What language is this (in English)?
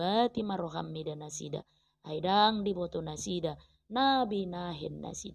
Batak Toba